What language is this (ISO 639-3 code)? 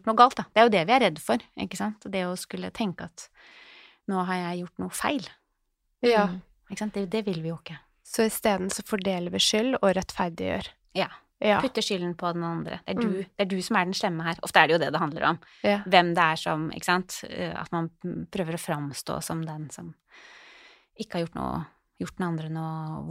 nor